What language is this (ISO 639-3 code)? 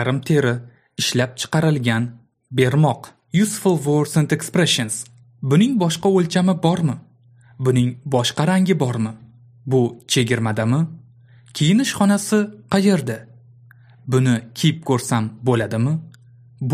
uzb